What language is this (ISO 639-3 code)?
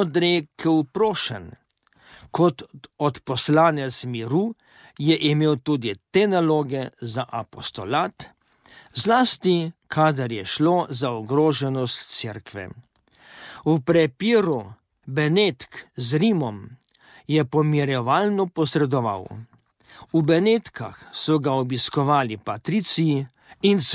slv